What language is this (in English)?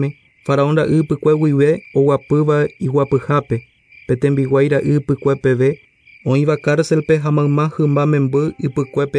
Guarani